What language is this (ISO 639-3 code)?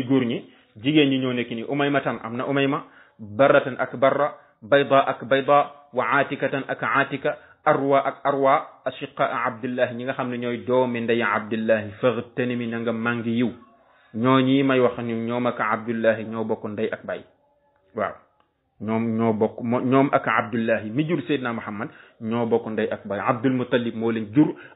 wol